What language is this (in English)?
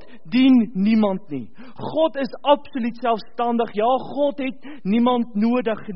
Afrikaans